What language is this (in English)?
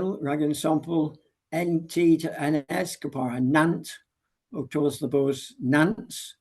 Cornish